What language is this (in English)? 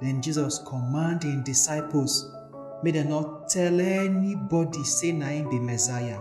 Nigerian Pidgin